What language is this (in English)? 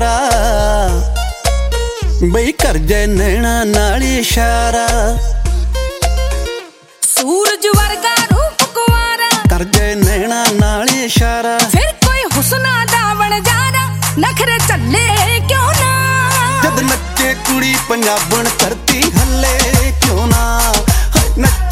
Punjabi